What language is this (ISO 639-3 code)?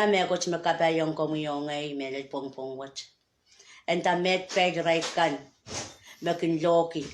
pon